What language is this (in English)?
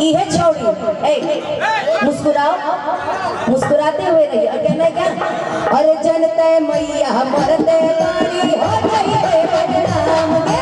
Magahi